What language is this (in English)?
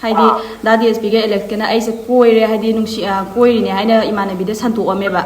Manipuri